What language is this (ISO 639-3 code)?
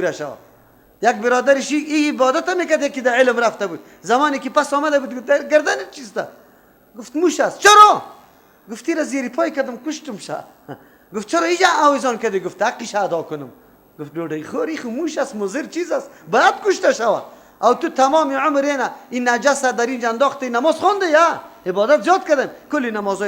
fas